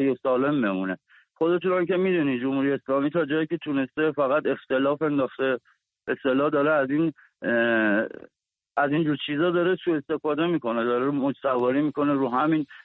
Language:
Persian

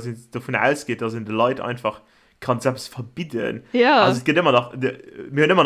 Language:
Luxembourgish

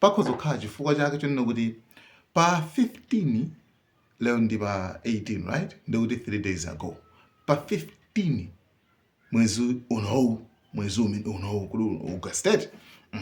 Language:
Nyanja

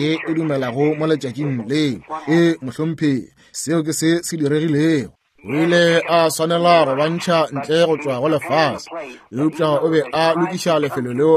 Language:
Northern Sotho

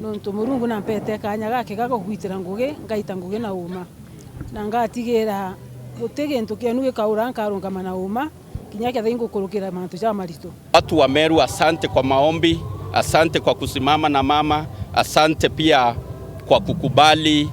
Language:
Meru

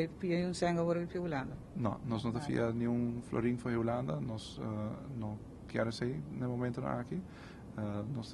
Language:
Papiamento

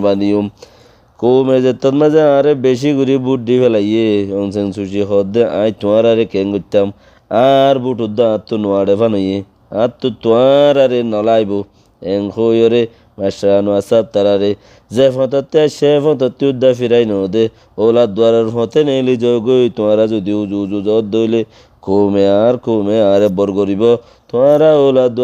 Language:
Rohingya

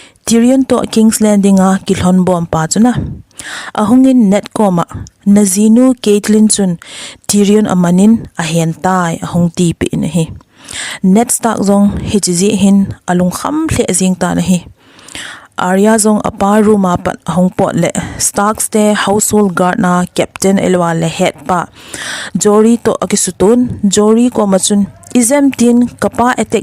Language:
Thado Chin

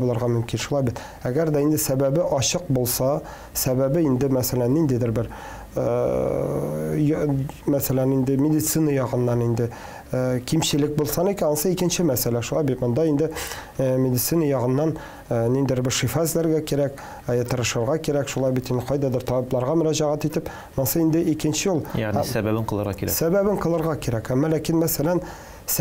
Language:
Tatar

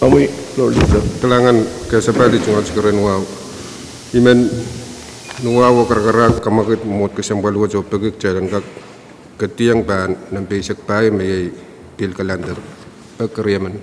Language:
Pohnpeian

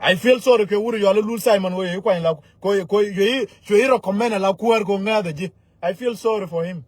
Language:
Nuer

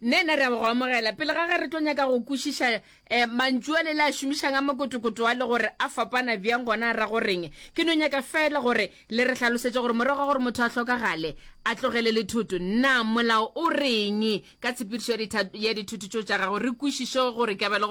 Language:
Northern Sotho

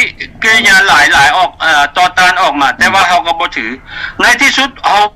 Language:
Lao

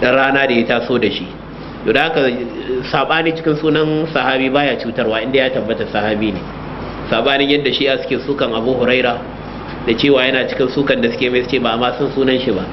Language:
Hausa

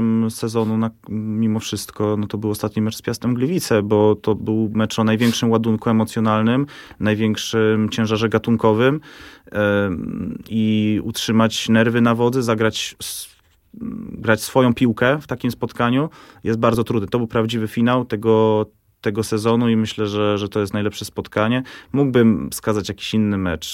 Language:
Polish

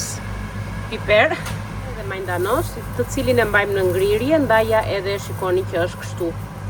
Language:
Albanian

